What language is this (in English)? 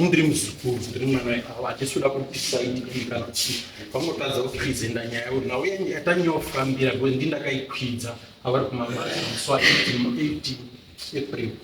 Shona